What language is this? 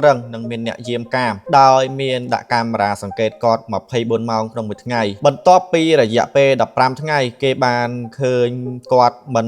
Khmer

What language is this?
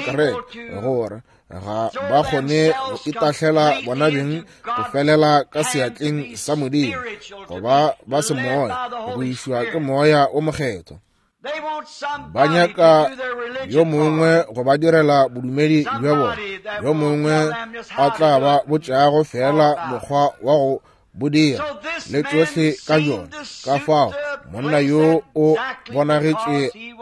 Northern Sotho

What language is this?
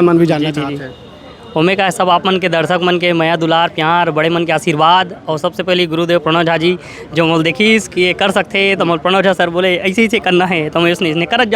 Chhattisgarhi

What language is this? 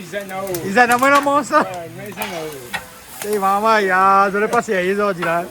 Réunion Creole French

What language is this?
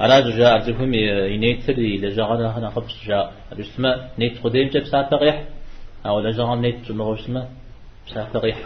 Kabardian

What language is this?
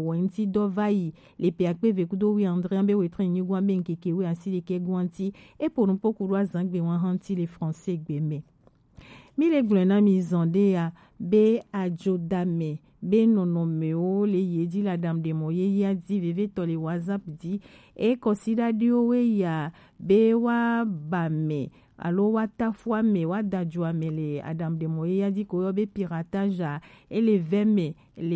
Gen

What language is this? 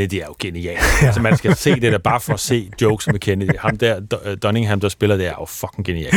Danish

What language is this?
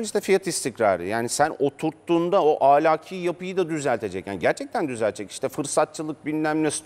Turkish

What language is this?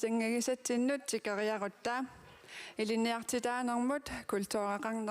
Kalaallisut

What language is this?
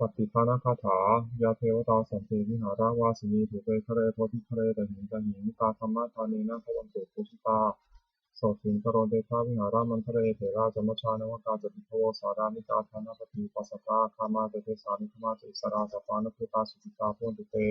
Pali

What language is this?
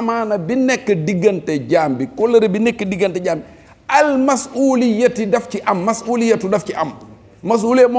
Wolof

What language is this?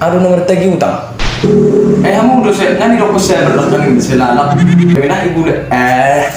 Batak Toba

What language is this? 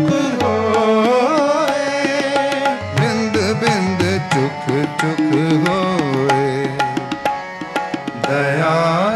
Punjabi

